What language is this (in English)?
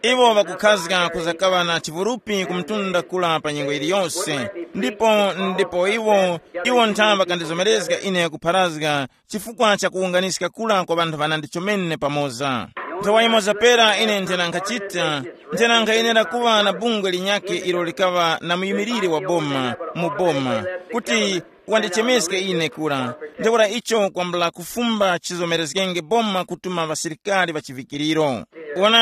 Tumbuka